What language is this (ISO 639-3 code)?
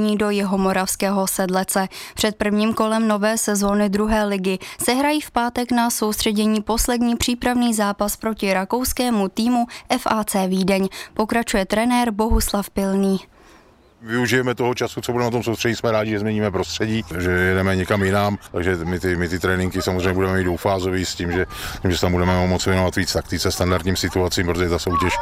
ces